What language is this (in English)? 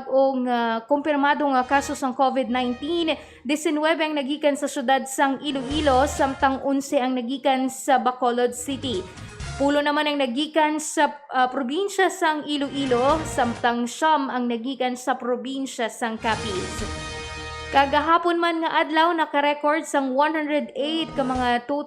Hiligaynon